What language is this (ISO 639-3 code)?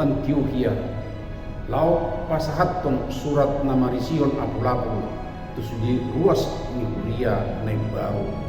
bbc